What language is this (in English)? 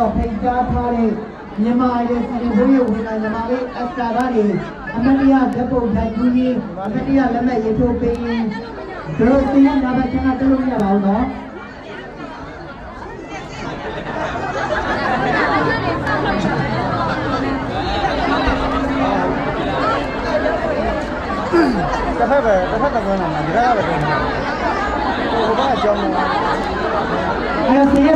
Burmese